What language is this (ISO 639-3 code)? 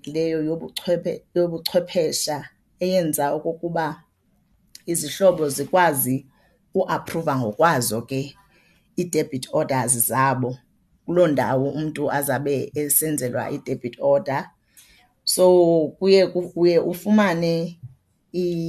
xho